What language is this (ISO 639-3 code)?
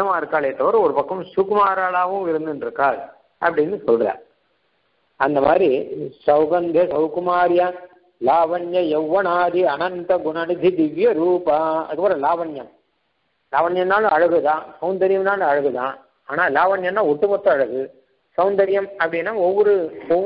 tam